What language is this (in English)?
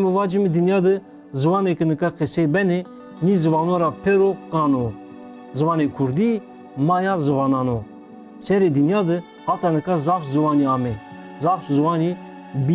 Zaza